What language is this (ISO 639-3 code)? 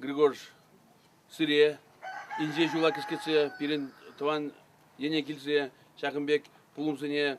chv